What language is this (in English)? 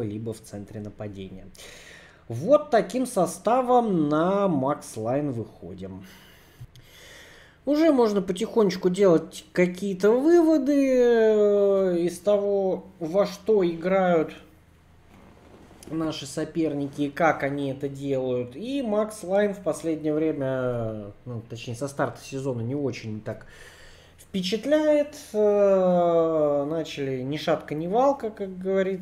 Russian